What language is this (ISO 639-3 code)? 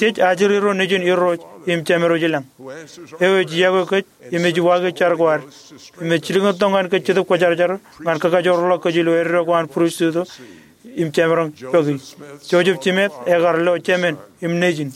mah